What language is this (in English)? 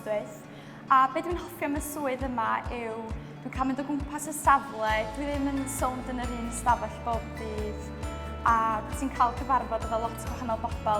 Welsh